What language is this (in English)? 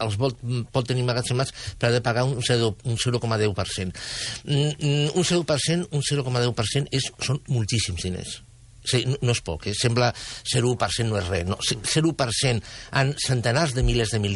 Catalan